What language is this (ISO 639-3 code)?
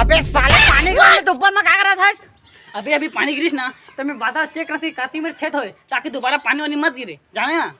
hne